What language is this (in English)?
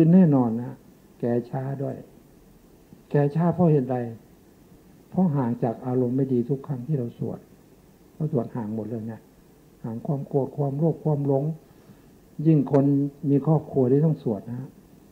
Thai